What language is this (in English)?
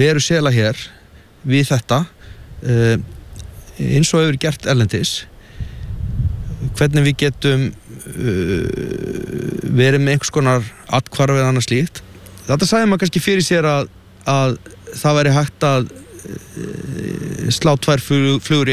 Icelandic